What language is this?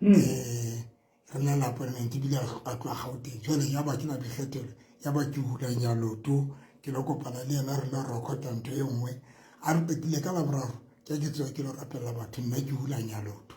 Southern Sotho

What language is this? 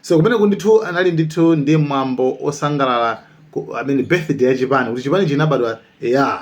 Nyanja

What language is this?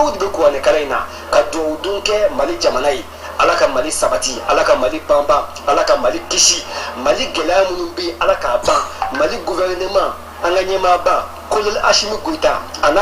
Bambara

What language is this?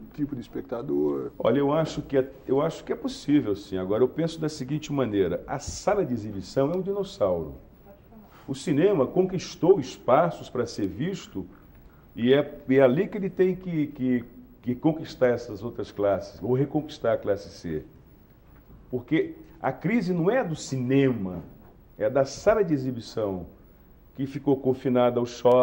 Portuguese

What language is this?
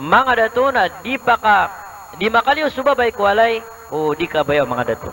Maranao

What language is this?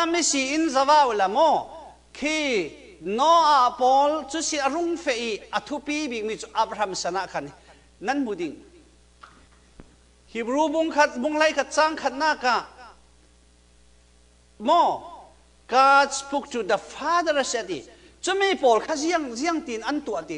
Thai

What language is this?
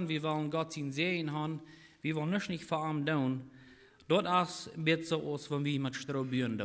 Plautdietsch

